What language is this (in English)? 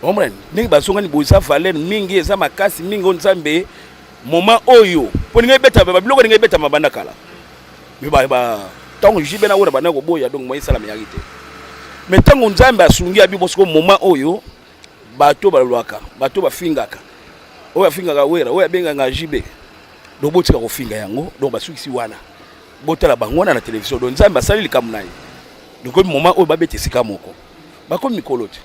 Lingala